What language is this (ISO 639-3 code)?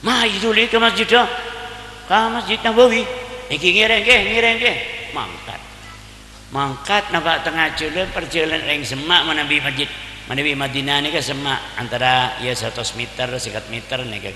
mad